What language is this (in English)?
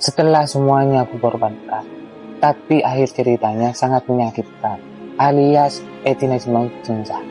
Madurese